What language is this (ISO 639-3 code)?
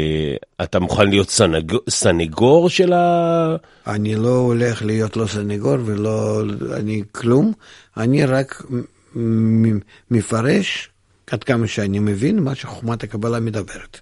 heb